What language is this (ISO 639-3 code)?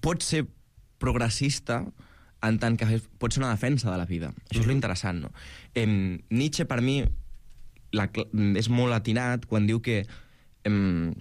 cat